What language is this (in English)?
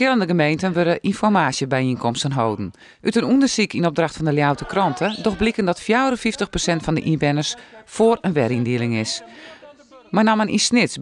Western Frisian